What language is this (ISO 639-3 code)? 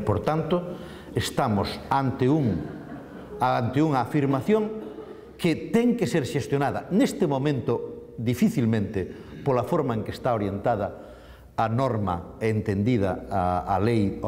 glg